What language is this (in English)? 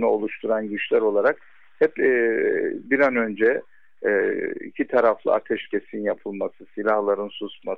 Turkish